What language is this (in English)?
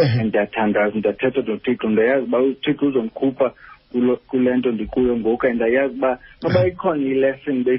Xhosa